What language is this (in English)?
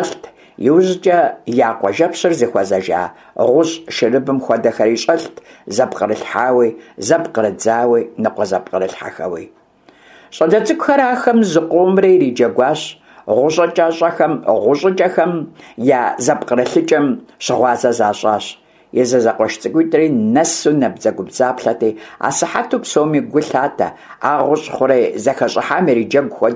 Kabardian